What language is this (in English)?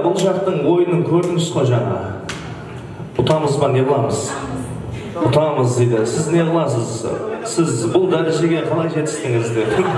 Kara-Kalpak